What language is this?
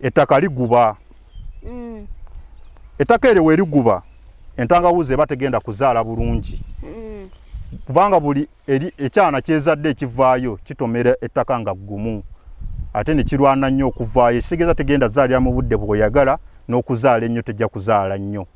Ganda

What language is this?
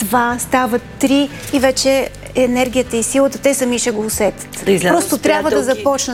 Bulgarian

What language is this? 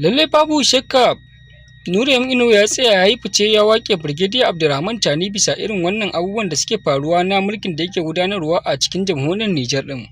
Hausa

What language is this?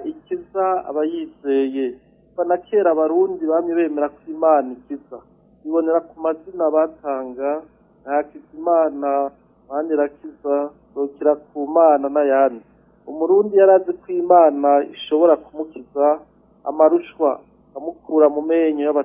Rundi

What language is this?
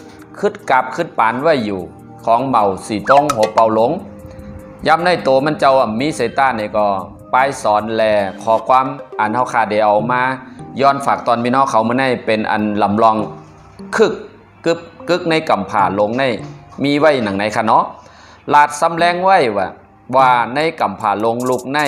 Shan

